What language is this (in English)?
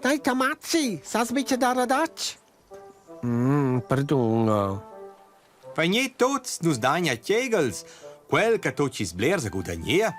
Romansh